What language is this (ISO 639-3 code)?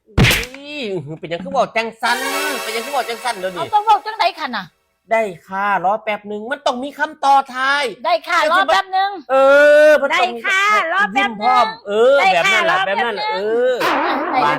tts